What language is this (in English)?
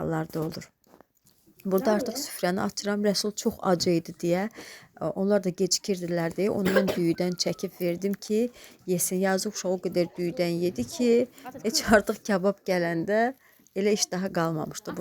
Azerbaijani